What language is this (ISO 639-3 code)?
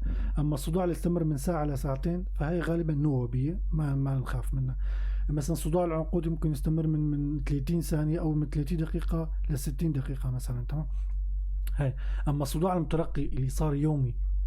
apc